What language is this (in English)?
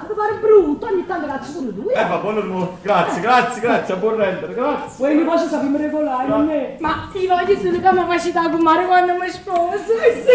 Neapolitan